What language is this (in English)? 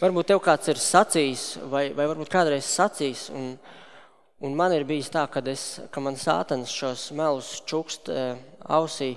Latvian